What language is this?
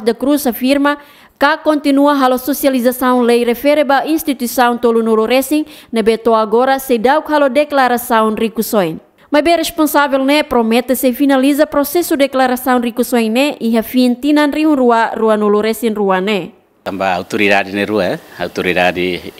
Tetum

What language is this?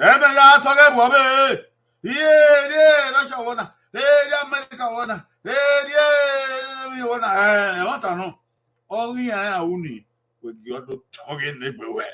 Bini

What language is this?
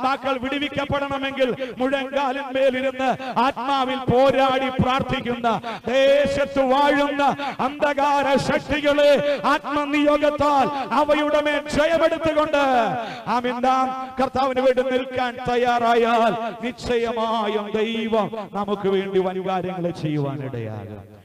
Malayalam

